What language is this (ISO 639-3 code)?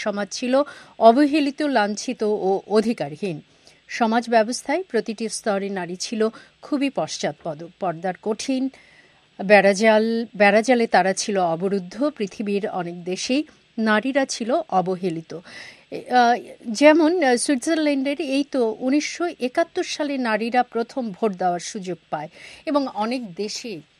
ben